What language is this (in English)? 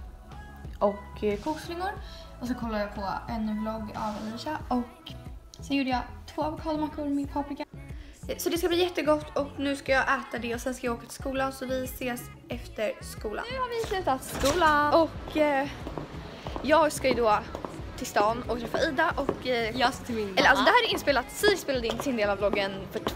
Swedish